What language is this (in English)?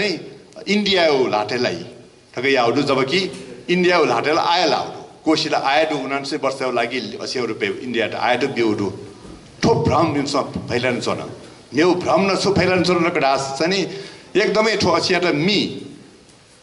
Newari